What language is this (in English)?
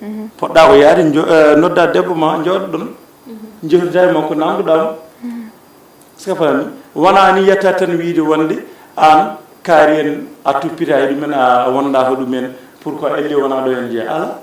Fula